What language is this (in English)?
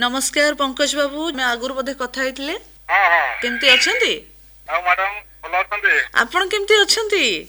Odia